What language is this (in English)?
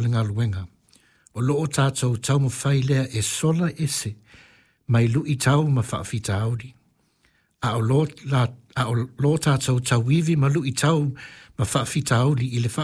Samoan